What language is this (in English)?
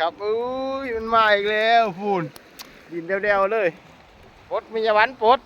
Lao